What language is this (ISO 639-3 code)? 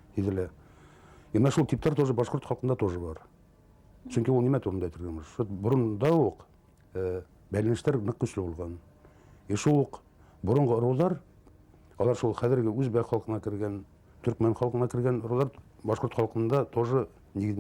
bak